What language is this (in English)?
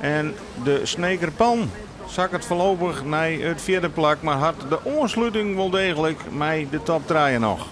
Western Frisian